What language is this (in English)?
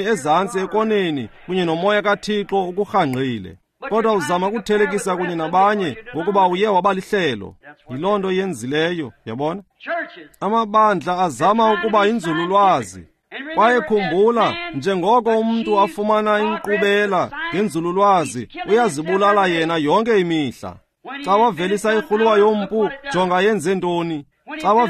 Xhosa